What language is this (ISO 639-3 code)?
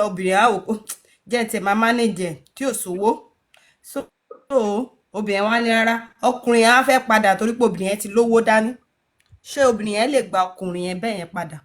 yor